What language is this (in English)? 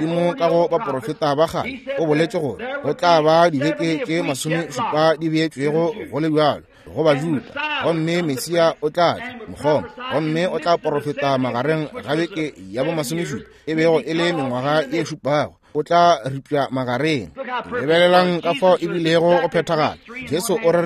Northern Sotho